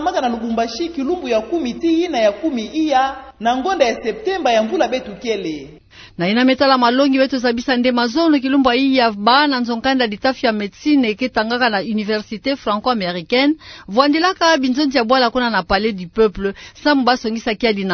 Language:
Kituba (Democratic Republic of Congo)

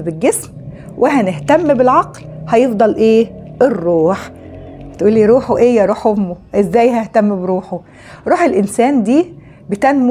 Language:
Egyptian Arabic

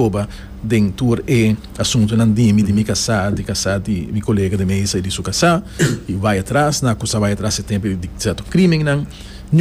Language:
Papiamento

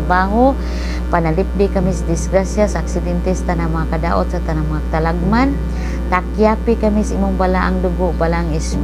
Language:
Cebuano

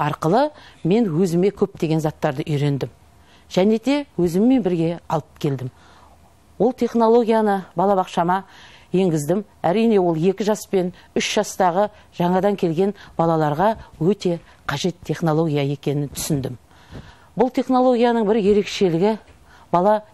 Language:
Kazakh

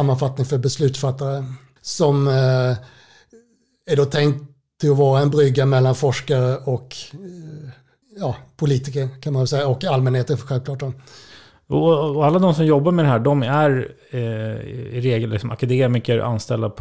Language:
Swedish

